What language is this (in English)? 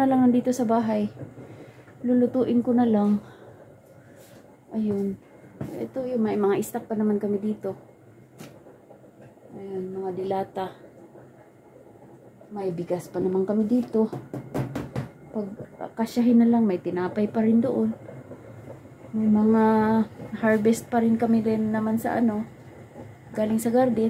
Filipino